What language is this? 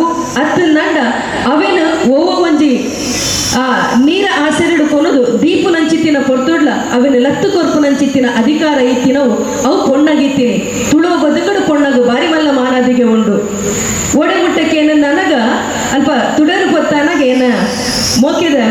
Tulu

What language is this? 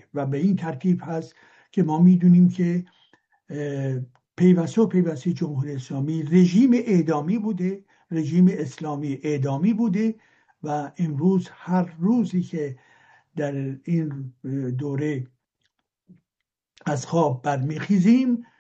Persian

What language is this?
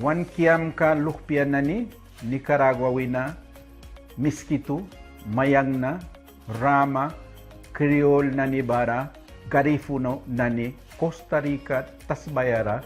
Mískito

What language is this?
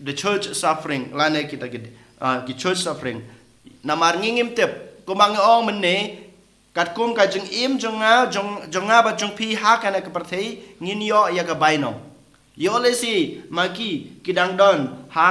Khasi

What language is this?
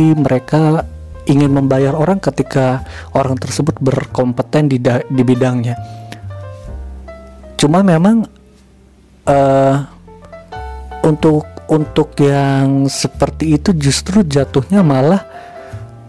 Indonesian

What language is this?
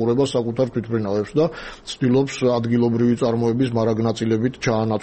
Georgian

